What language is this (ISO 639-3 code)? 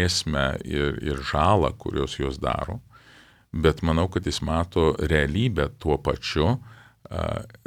lit